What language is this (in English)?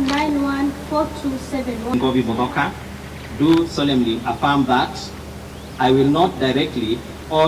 Kamba